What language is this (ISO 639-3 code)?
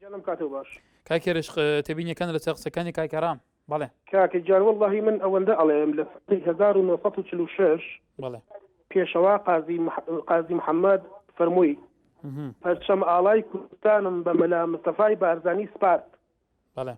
ckb